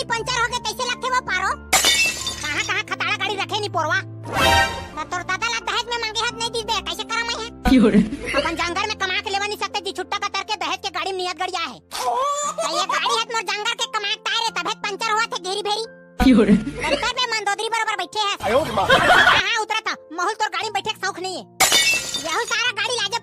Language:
Chhattisgarhi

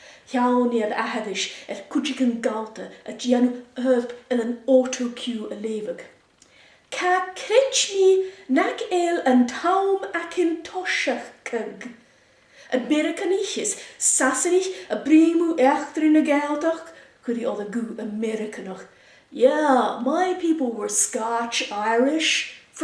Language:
Scottish Gaelic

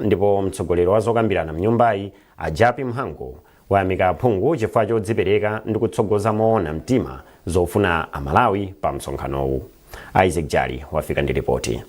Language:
Nyanja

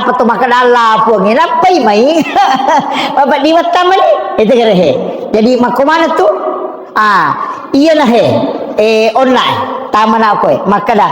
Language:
Buginese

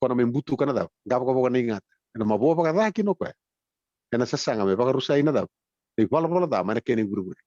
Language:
Fijian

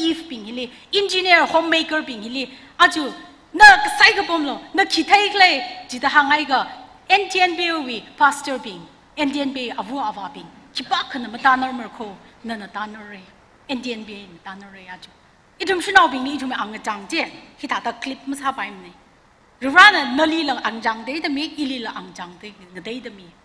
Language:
Tangkhul Naga (India)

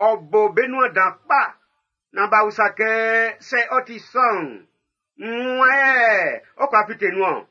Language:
Baoulé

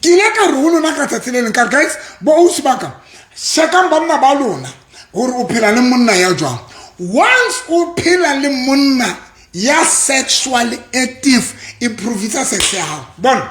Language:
Southern Sotho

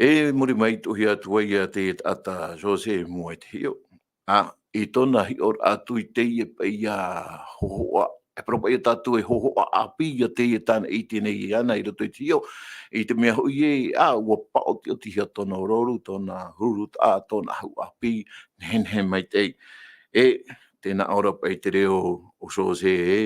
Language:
Tahitian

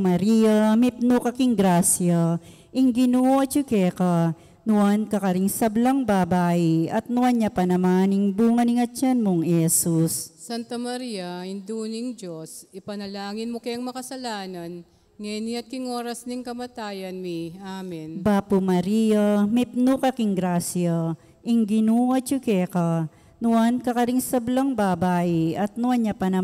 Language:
Pampanga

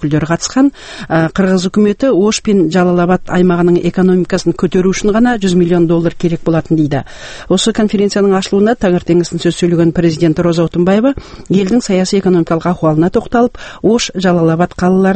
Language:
Kazakh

